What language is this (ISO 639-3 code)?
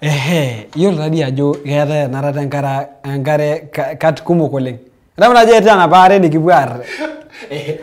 mas